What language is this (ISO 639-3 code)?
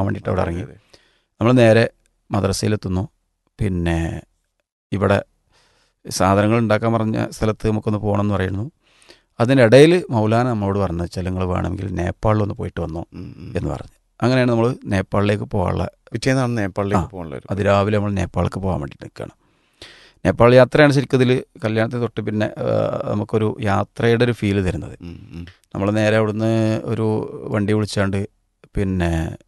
mal